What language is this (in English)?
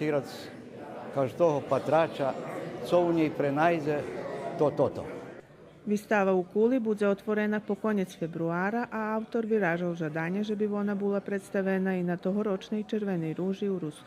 Rusyn